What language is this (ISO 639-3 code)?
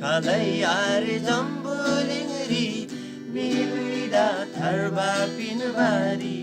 taj